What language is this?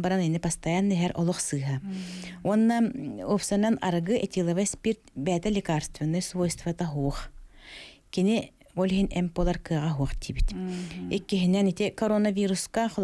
Yakut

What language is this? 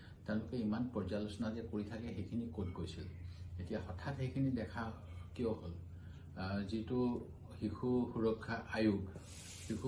Assamese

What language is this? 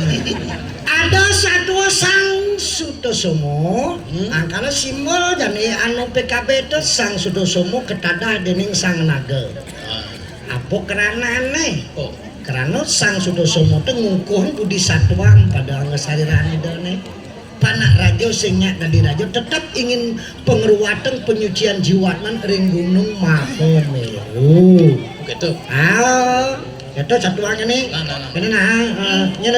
Balinese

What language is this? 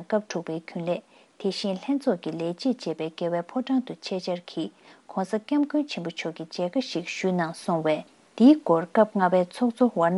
Tibetan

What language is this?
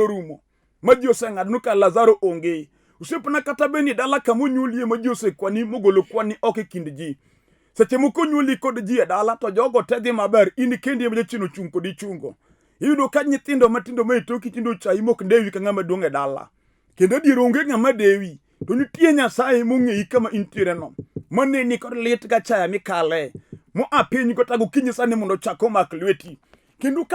Luo (Kenya and Tanzania)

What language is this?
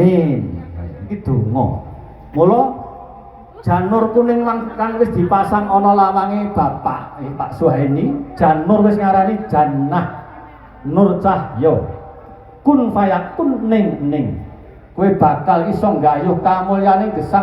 Javanese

